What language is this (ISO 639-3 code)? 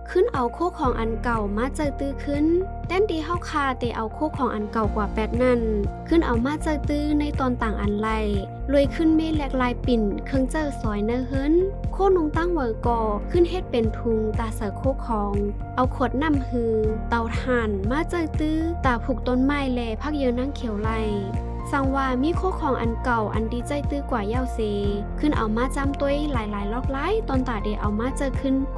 shn